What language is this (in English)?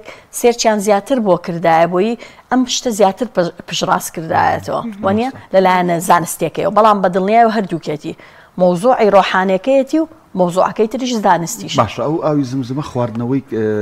Central Kurdish